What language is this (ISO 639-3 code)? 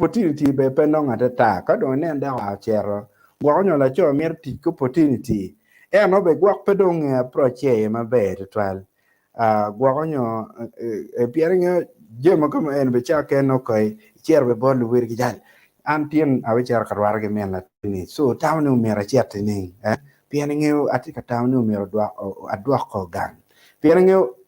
ach